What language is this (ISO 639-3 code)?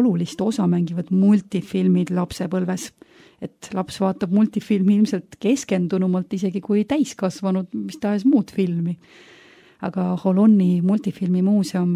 est